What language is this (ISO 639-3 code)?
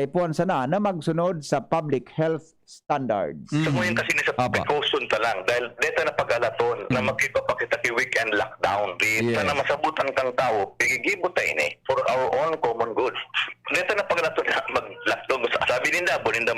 bik